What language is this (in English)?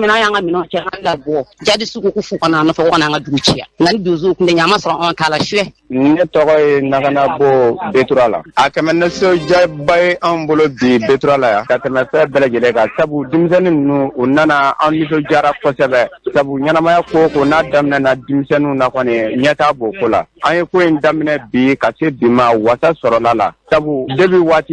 Bambara